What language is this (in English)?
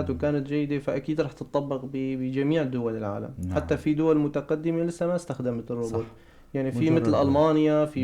North Levantine Arabic